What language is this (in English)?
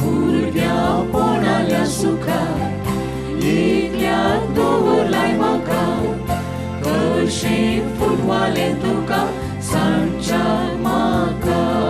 Konkani